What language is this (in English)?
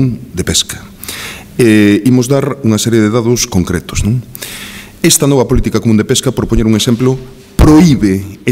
Galician